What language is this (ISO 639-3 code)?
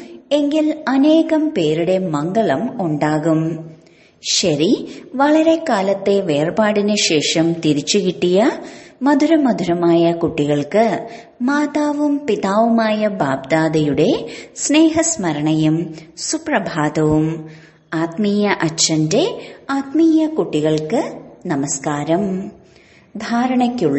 mal